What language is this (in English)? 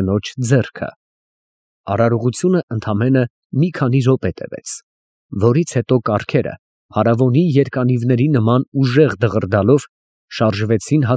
Armenian